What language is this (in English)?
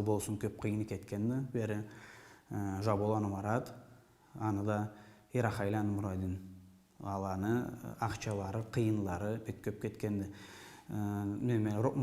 Karachay-Balkar